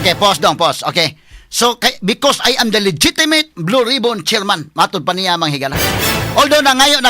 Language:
Cebuano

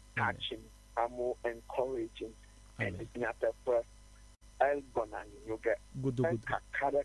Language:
Ewe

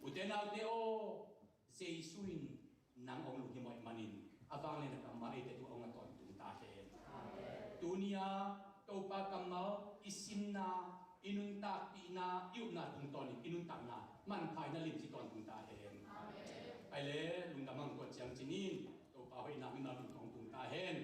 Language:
Tedim Chin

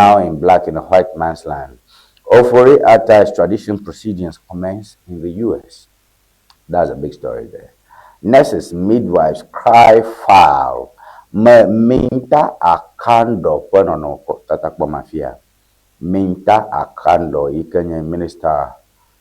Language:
Ewe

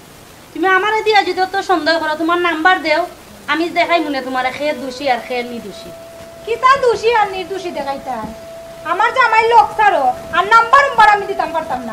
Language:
Sylheti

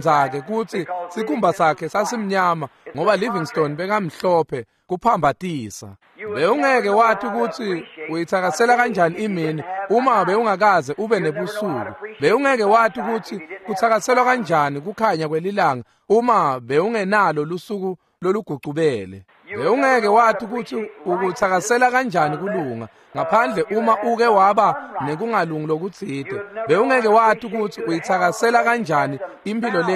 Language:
Swati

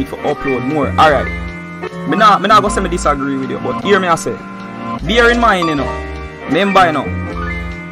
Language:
Jamaican Creole English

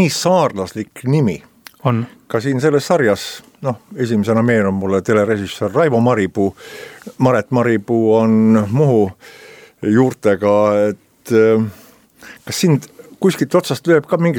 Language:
Estonian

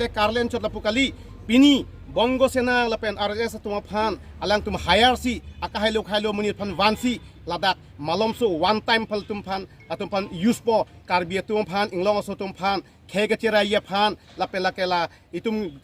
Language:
Karbi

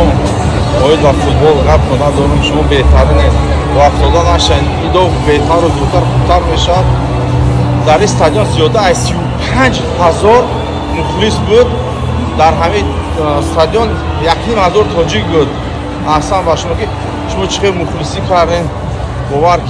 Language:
Tajik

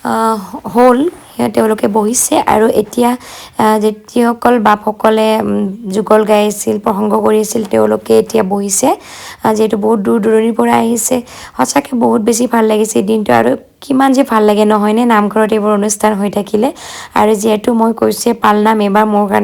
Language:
Assamese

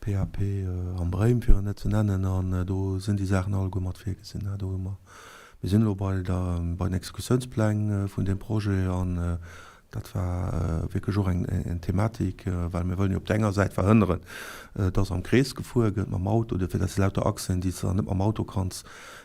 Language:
Luxembourgish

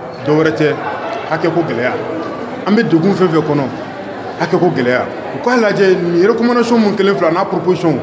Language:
Bambara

